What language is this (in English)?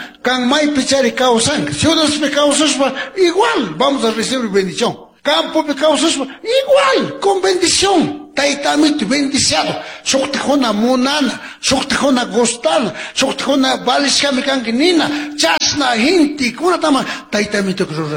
Chimborazo Highland Quichua